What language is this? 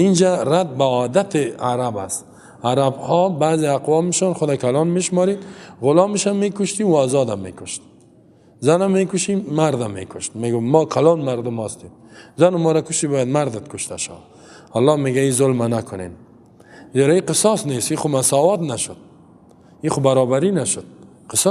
Persian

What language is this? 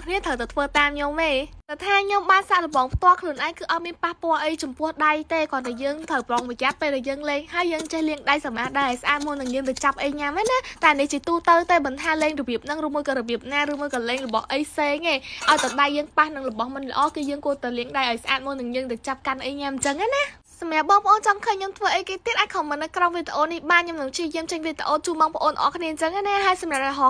Khmer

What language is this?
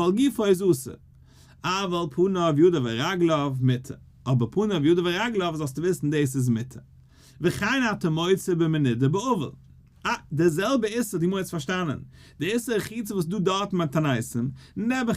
Yiddish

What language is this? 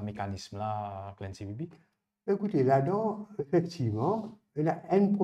Morisyen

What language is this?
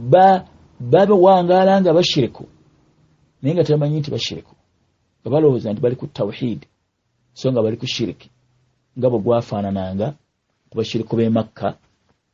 Ganda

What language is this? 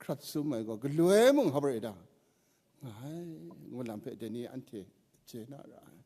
Kachin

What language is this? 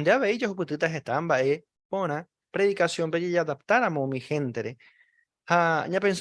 Guarani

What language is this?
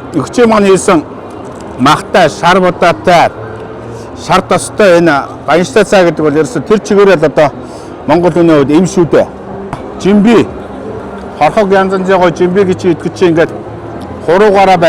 Mongolian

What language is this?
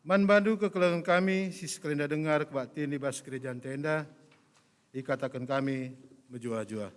Batak Karo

